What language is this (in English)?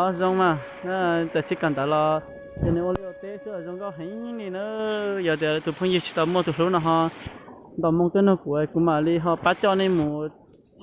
Hmong